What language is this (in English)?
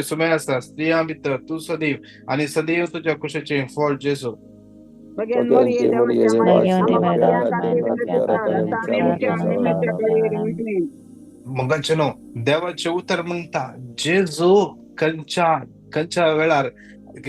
Konkani